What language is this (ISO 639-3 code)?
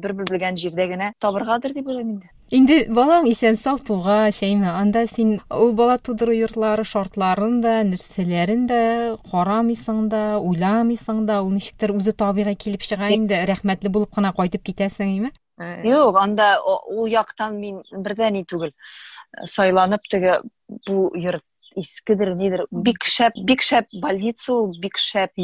tat